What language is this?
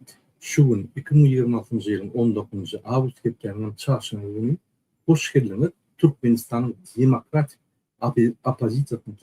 Turkmen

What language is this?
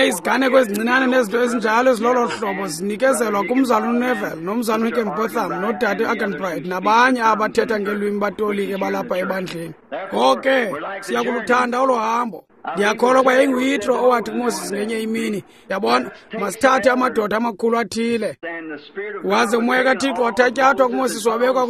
Xhosa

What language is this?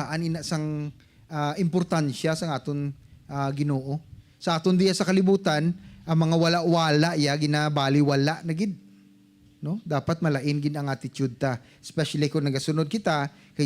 Hiligaynon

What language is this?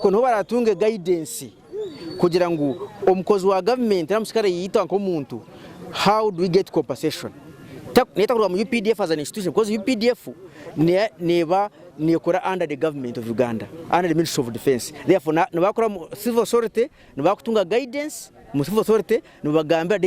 Nyankole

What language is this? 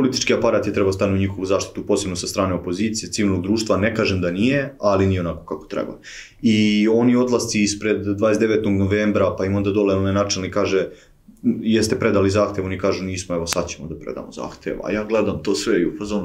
Serbian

